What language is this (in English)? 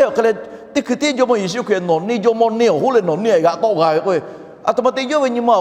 Lahu